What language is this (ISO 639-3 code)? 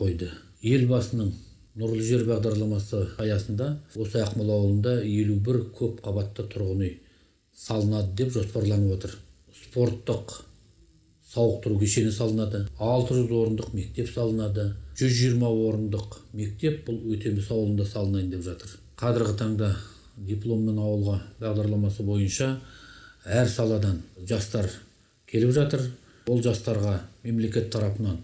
kaz